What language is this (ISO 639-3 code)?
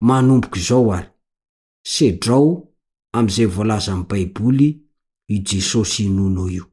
mlg